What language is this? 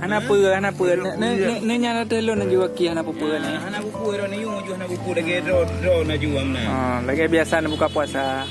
Achinese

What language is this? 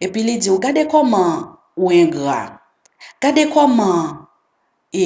Haitian Creole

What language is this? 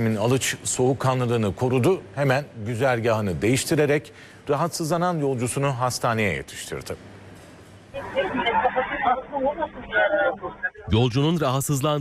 Turkish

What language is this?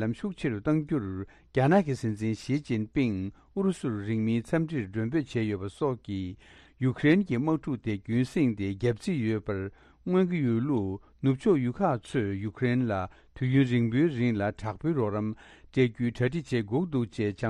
Tibetan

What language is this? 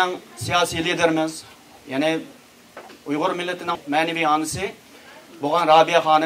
Uyghur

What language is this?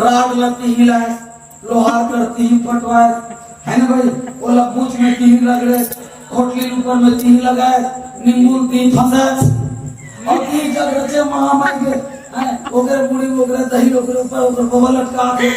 Chhattisgarhi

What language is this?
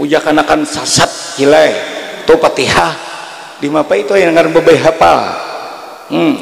Banjar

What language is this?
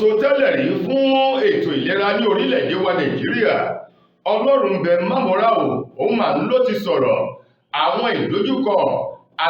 Yoruba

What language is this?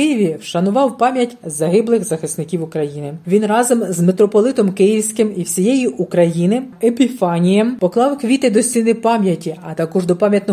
Ukrainian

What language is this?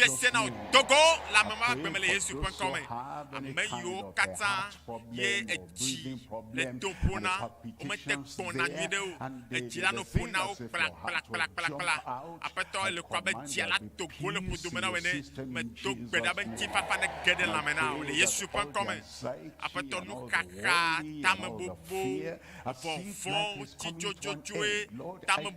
Ewe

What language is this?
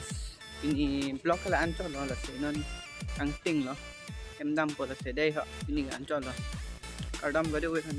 Karbi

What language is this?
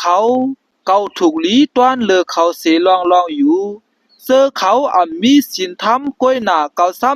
Shan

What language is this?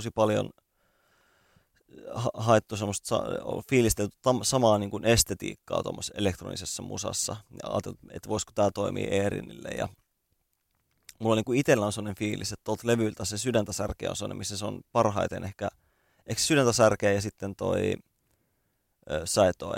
Finnish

